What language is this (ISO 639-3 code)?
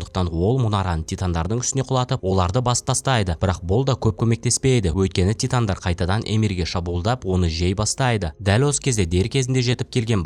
kaz